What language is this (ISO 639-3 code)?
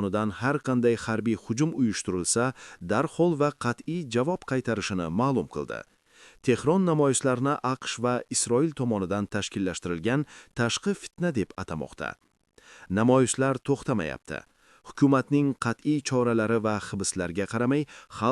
uzb